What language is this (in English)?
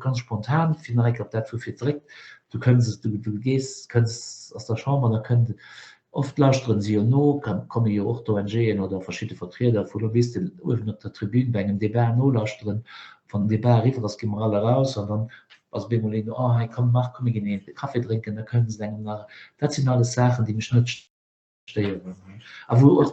Luxembourgish